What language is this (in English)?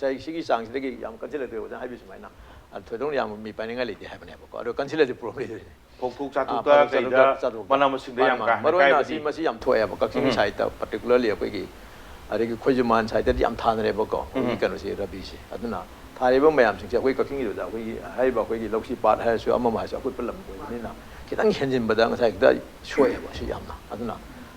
Manipuri